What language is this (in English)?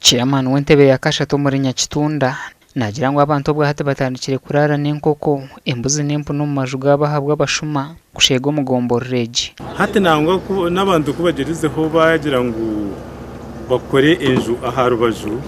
Nyankole